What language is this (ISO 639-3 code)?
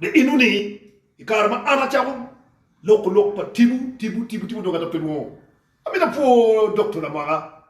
ach